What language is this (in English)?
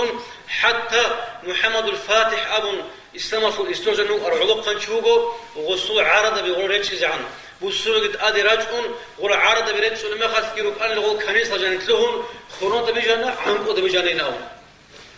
Avaric